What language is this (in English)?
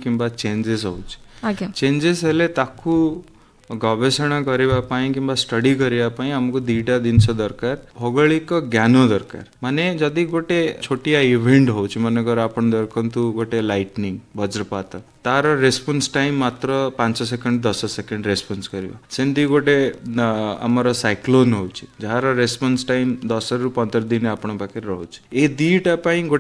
Odia